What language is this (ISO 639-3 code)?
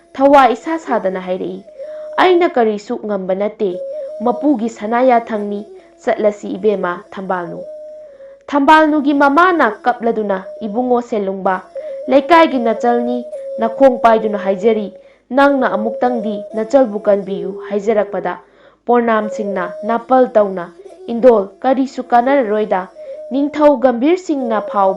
mni